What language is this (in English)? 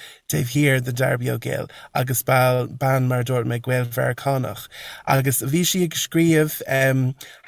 Irish